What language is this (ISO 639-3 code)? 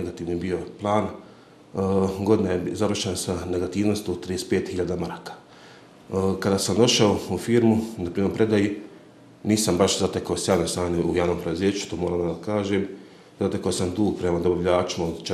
bos